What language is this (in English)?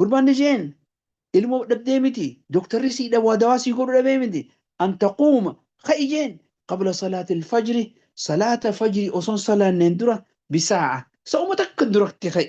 Oromo